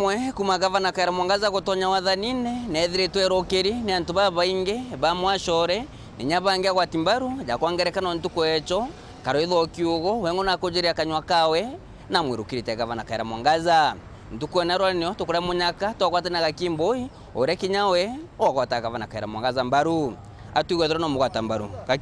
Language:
Meru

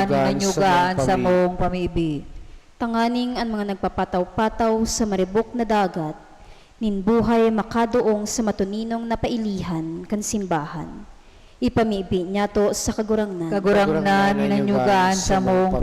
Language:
Bikol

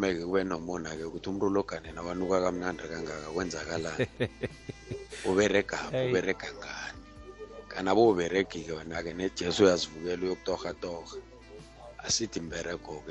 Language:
South Ndebele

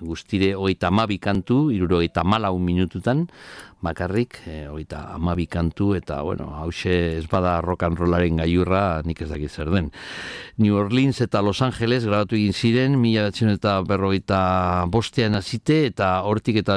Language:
Basque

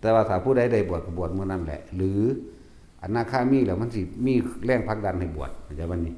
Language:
Northeastern Thai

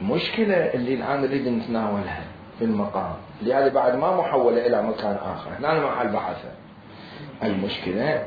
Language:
Mesopotamian Arabic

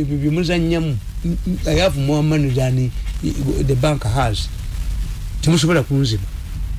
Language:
Ganda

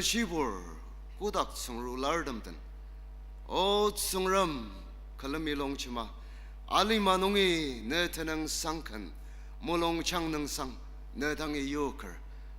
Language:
Ao Naga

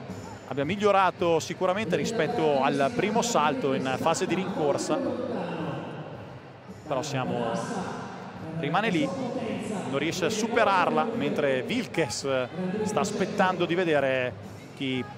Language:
Italian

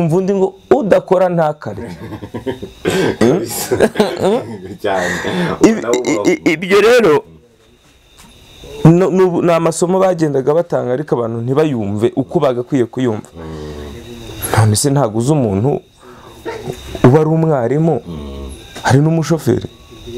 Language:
Kinyarwanda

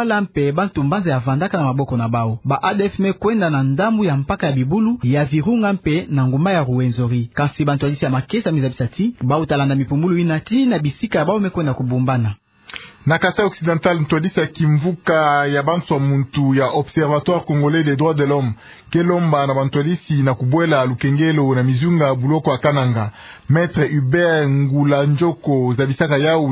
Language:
Kituba (Democratic Republic of Congo)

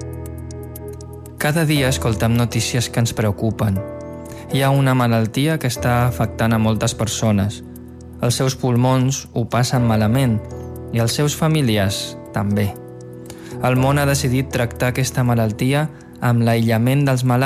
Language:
Catalan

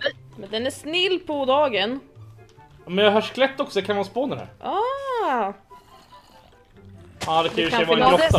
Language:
Swedish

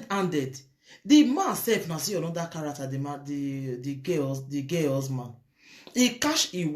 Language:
Nigerian Pidgin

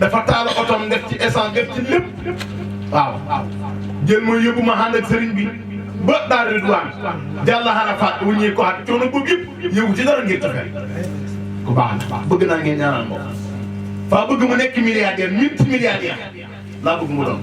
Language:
Wolof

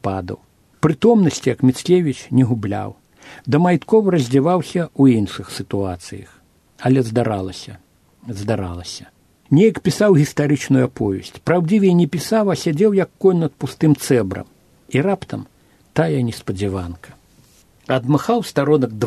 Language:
Belarusian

